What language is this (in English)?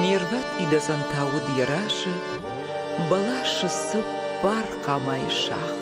Ossetic